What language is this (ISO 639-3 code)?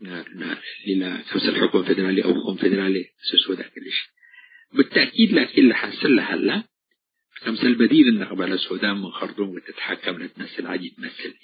tig